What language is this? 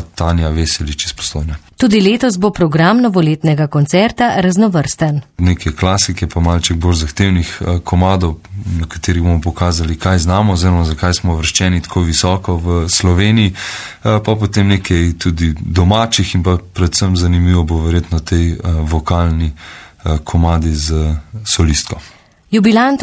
Slovenian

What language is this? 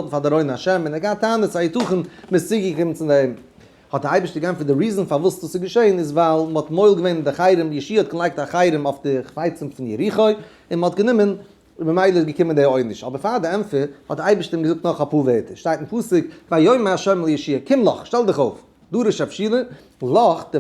Yiddish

